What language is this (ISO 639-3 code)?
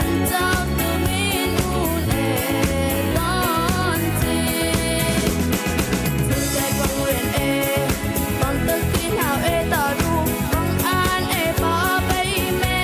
rbb